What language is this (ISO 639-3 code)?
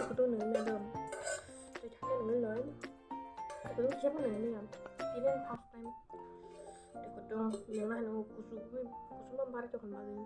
trp